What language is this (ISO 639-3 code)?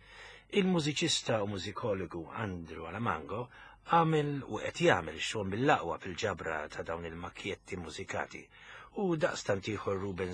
mlt